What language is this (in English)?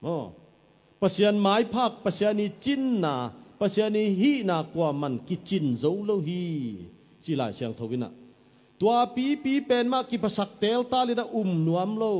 Tedim Chin